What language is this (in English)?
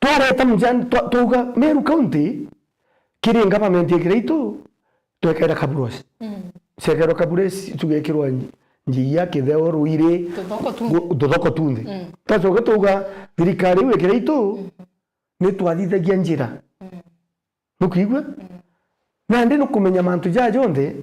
Meru